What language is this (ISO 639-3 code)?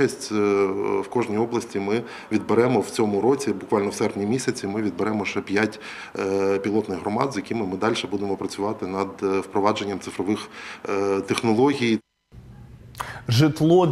ukr